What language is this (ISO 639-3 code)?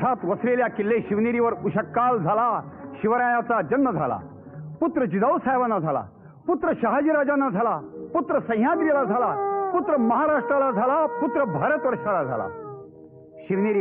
mar